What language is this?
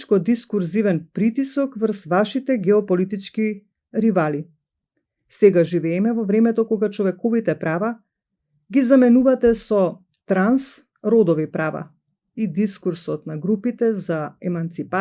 Macedonian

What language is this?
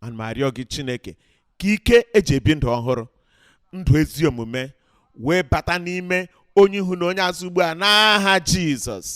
Igbo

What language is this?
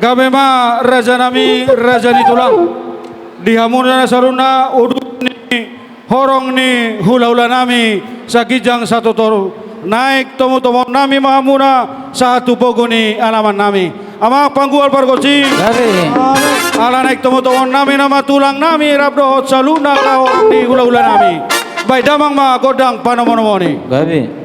Batak Toba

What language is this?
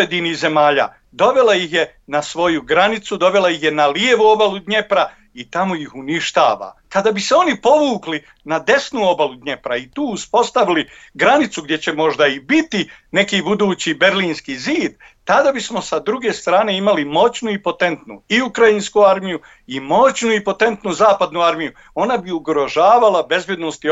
Bosnian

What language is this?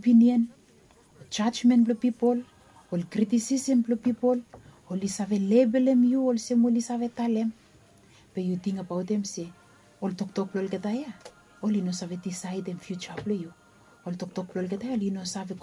Bislama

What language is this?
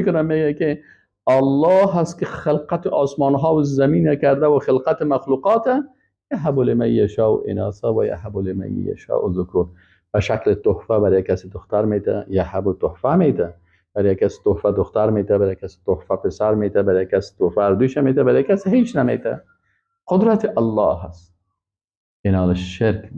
Persian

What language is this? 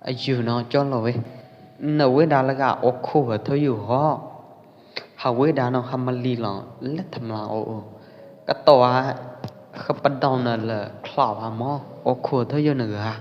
Pwo Eastern Karen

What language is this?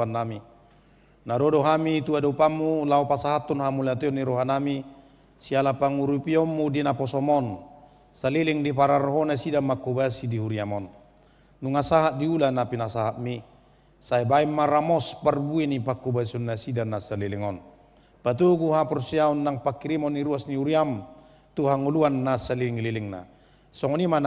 Batak Toba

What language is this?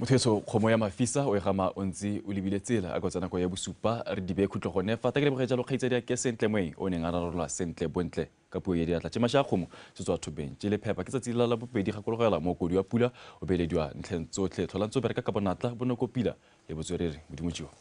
Tswana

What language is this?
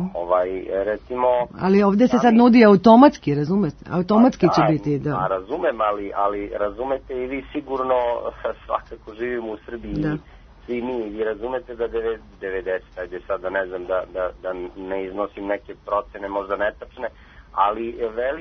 Serbian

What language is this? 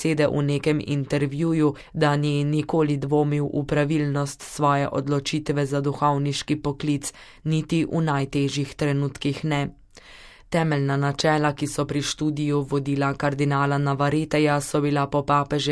Slovenian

